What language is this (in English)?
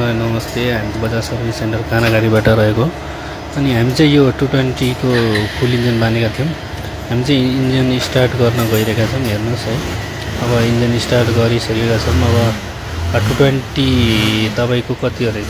Nepali